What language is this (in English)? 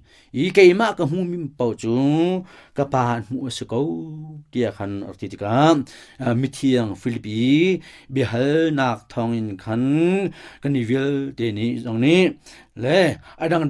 Hakha Chin